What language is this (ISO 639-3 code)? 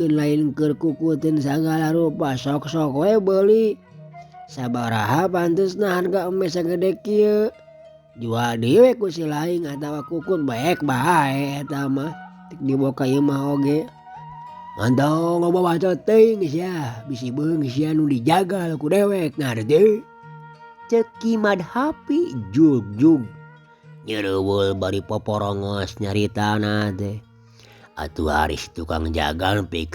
sun